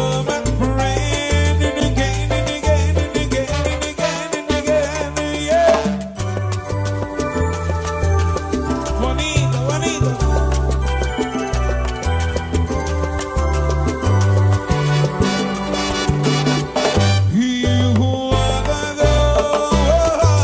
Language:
Spanish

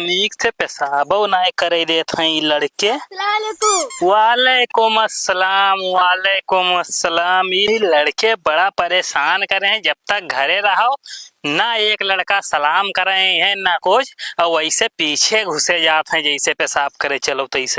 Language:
Awadhi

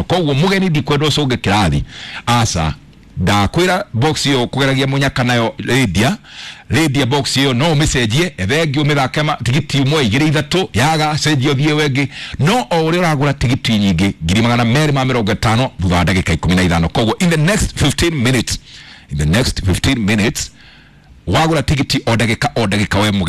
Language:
Kikuyu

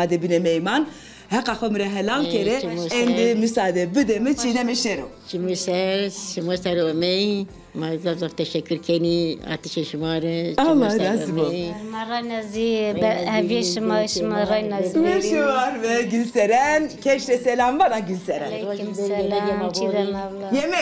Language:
Zaza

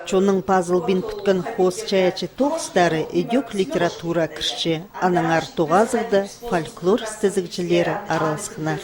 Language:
Khakas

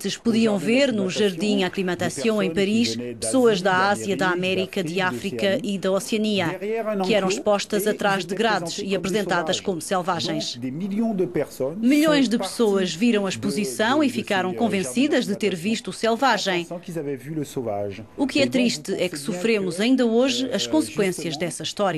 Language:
Portuguese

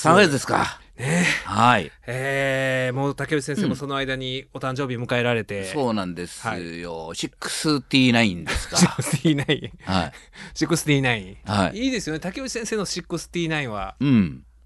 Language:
Japanese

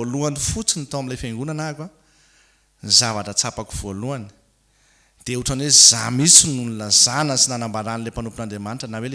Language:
Malagasy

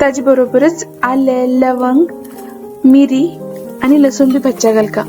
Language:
Konkani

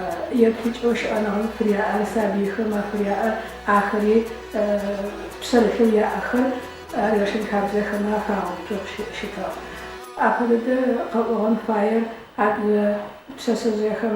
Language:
Adyghe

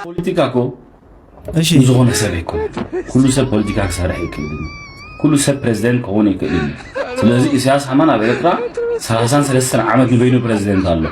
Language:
Tigrinya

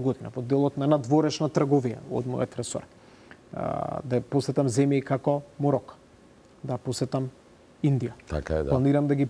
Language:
Macedonian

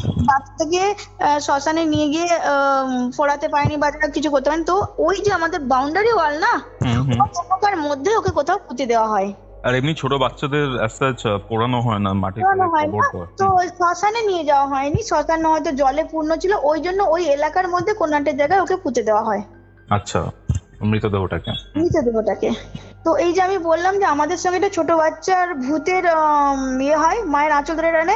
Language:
Bangla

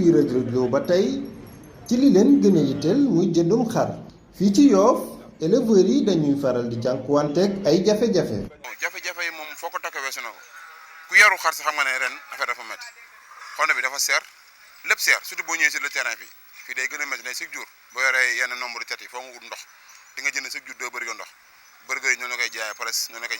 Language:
Wolof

